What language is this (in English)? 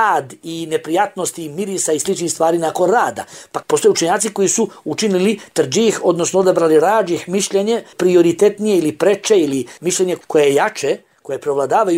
Bosnian